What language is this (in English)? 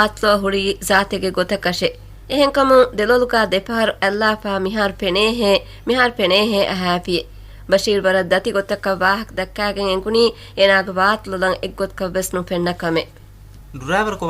Divehi